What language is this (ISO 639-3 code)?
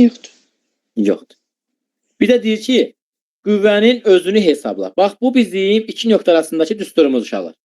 aze